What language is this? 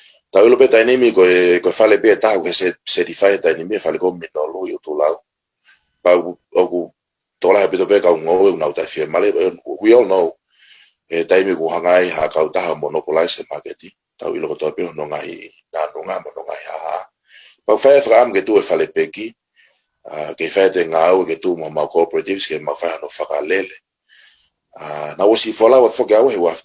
Tongan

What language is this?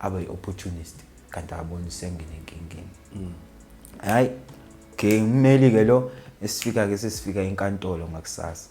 Zulu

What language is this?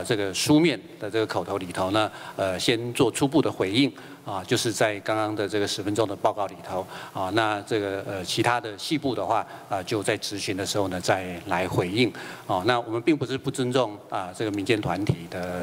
Chinese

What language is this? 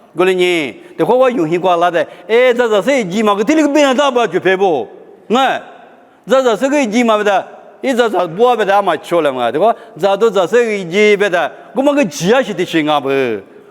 Lisu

